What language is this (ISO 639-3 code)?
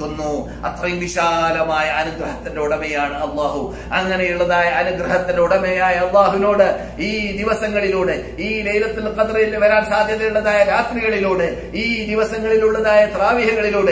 mal